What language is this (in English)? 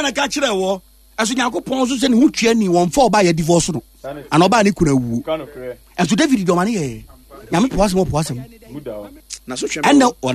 Akan